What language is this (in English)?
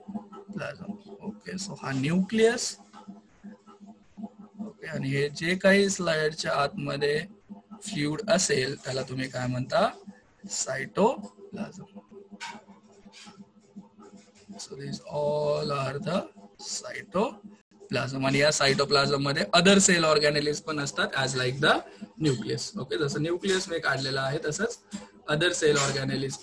Marathi